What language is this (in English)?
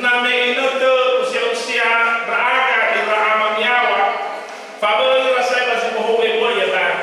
Nias